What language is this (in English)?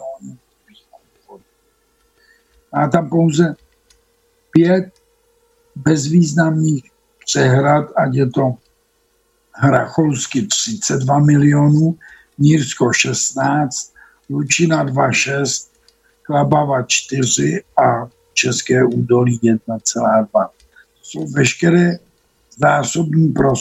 Czech